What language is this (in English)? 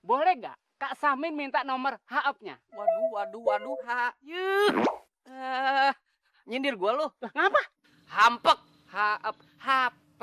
Betawi